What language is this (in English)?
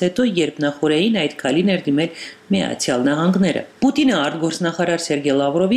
Armenian